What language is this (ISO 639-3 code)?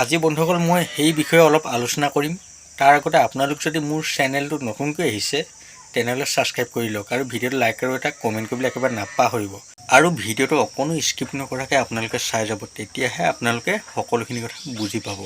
asm